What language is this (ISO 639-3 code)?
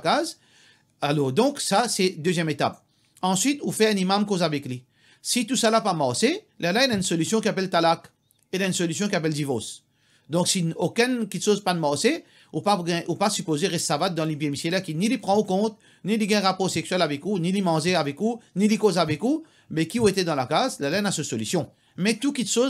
mfe